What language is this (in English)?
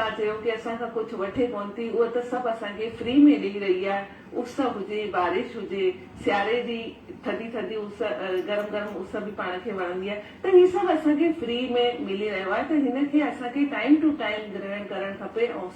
Sindhi